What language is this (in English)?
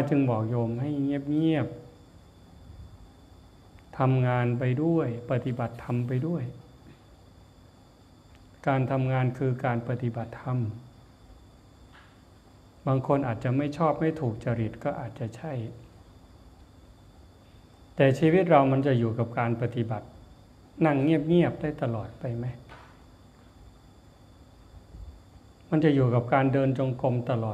Thai